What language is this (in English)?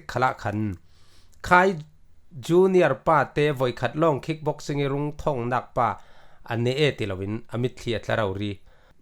Falam Chin